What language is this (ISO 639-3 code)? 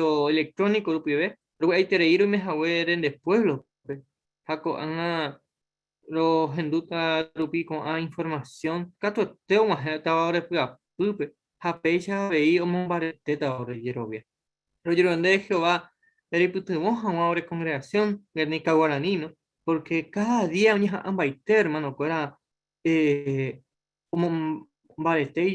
grn